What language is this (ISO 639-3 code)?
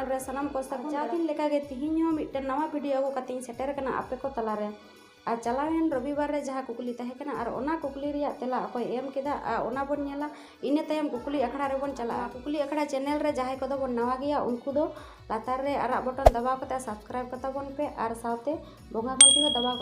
sat